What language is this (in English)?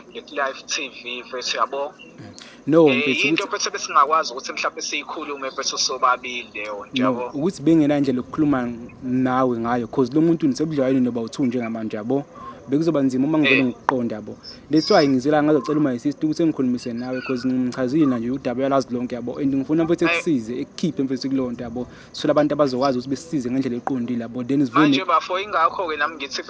Zulu